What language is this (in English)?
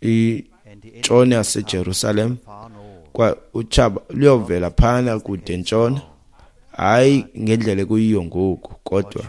Xhosa